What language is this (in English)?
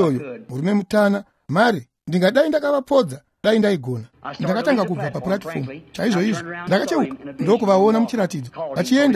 Shona